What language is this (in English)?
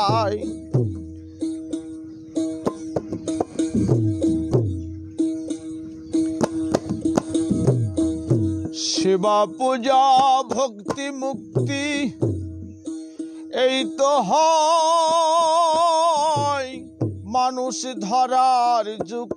Bangla